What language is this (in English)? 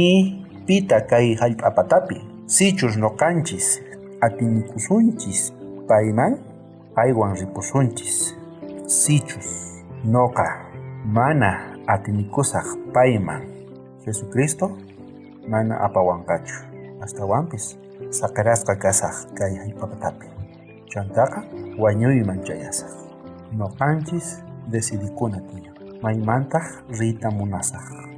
South Bolivian Quechua